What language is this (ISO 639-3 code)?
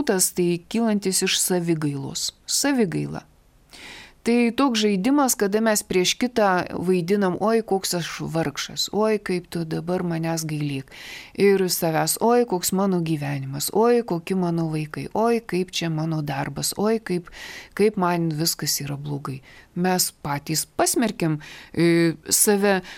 lit